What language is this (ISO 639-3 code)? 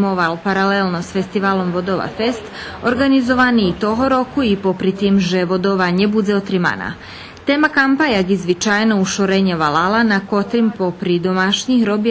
rue